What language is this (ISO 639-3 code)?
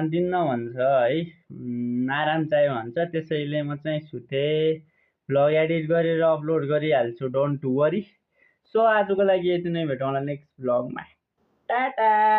nep